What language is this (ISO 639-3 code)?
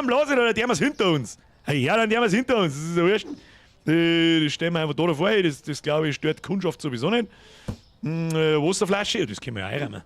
bar